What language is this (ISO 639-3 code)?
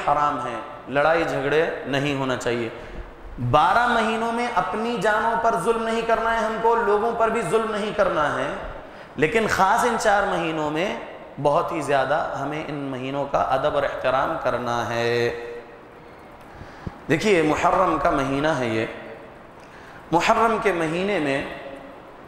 urd